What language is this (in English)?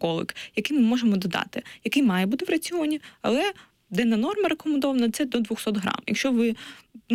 Ukrainian